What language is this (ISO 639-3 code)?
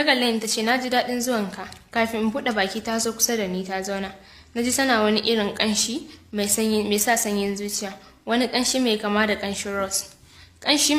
hau